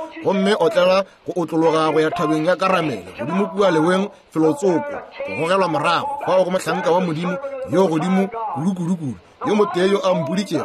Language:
Northern Sotho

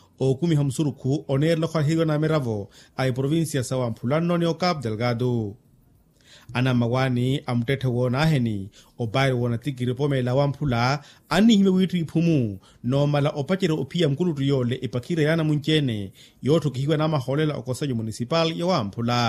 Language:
Makhuwa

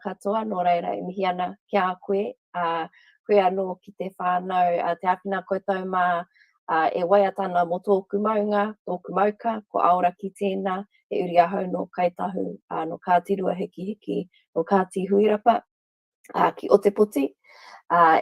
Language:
Māori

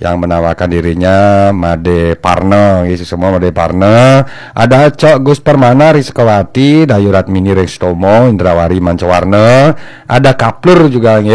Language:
Balinese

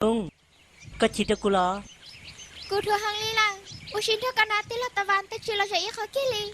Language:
Hmong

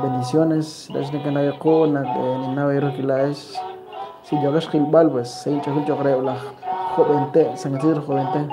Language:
Kekchí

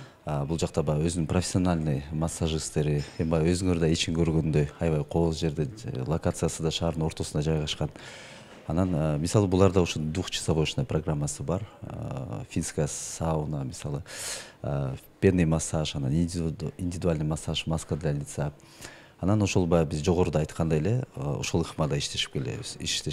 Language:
Kyrgyz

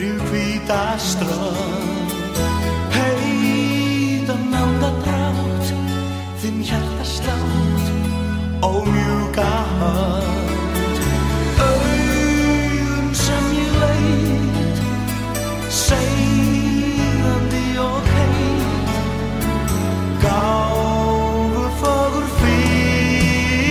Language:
Icelandic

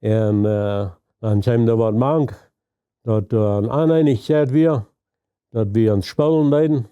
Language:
Plautdietsch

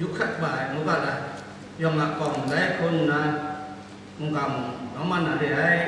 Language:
Kachin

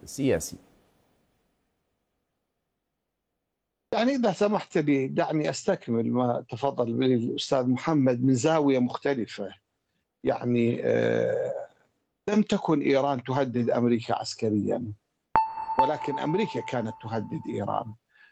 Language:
Arabic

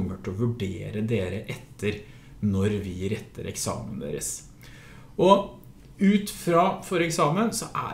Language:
Norwegian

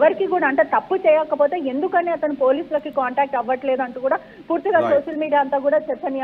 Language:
Telugu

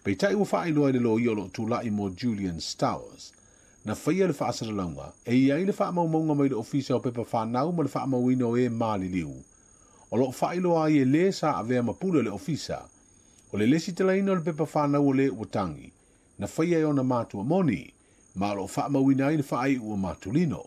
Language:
Samoan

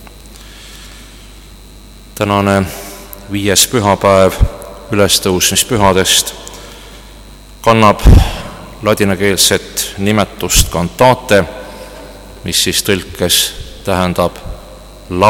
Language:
Estonian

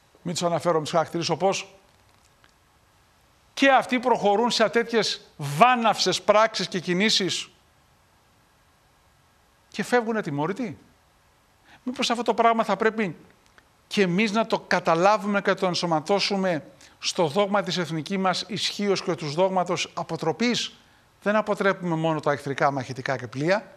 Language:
Greek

